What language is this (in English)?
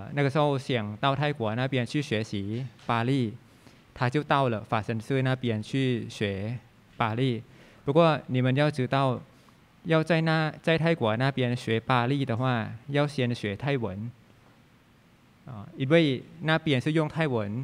Chinese